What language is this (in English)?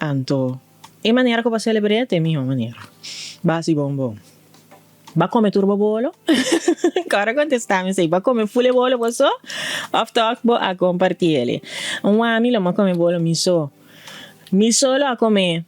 Papiamento